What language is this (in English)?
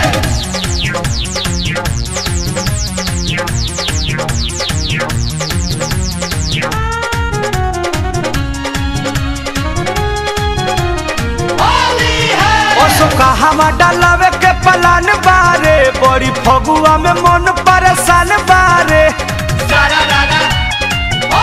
Bhojpuri